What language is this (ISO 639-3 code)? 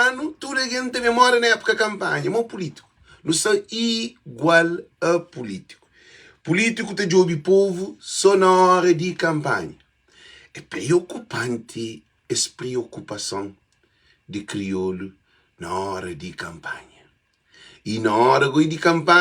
kea